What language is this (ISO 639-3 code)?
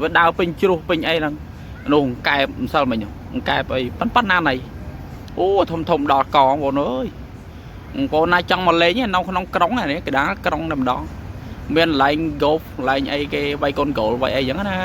khm